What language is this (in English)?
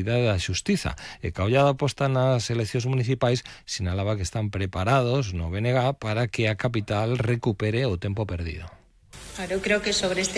Galician